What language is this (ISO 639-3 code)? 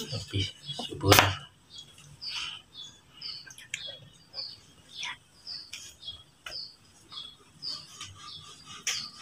ind